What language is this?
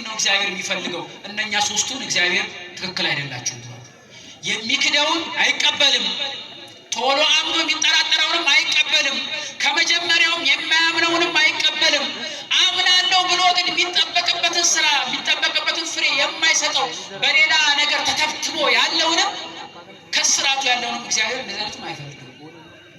Amharic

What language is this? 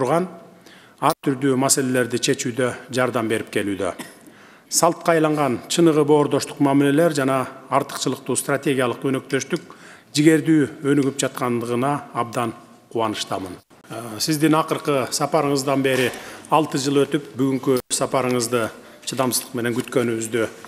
Kyrgyz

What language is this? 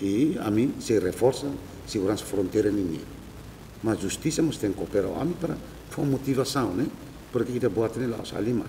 Tetum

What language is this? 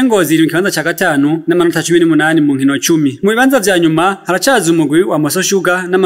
Rundi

